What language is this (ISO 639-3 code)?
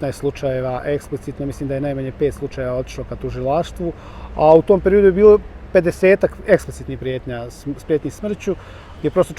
bos